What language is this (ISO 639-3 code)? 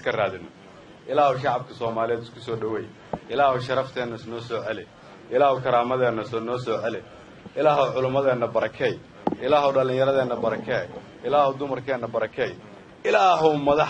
som